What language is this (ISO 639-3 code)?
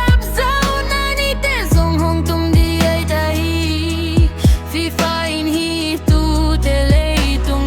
ctd